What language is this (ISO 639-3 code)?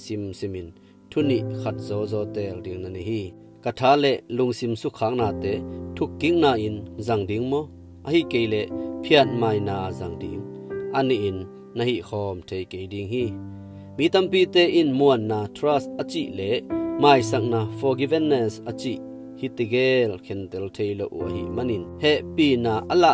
ctd